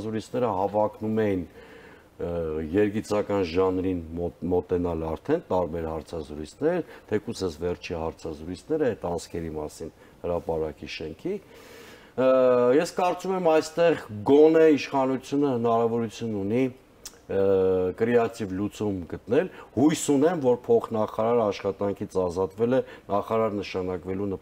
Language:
Armenian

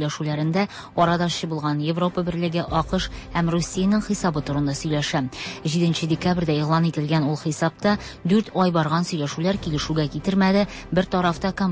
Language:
Tatar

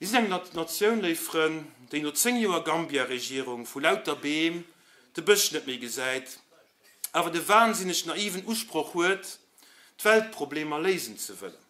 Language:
Luxembourgish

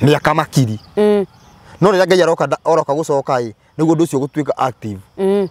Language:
Kikuyu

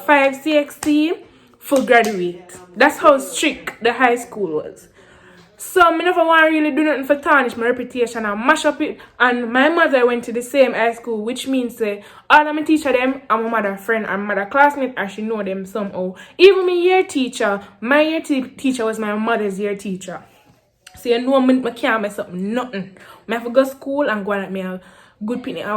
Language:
Jamaican Creole English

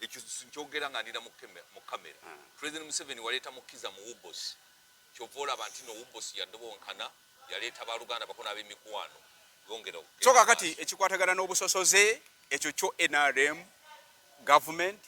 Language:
Ganda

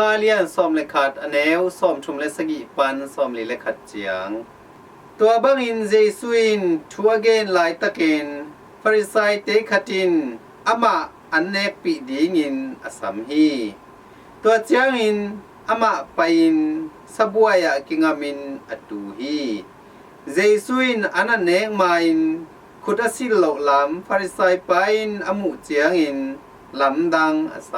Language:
Tedim Chin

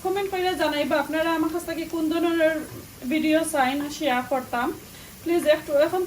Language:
Sylheti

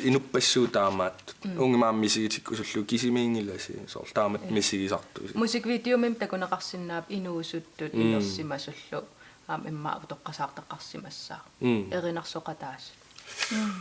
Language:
Kalaallisut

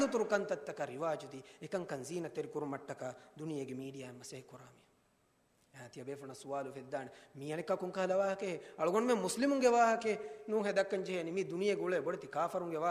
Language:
Divehi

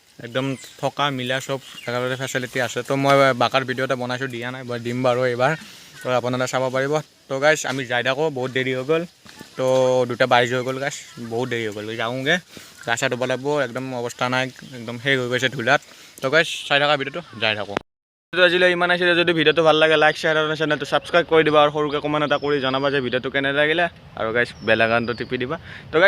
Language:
Assamese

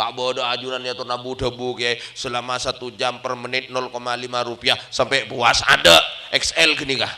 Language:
Madurese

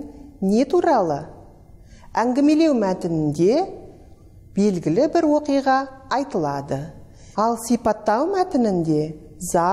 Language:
Kazakh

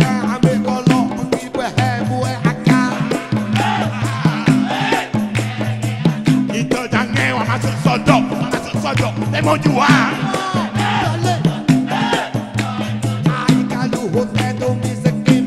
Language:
Malay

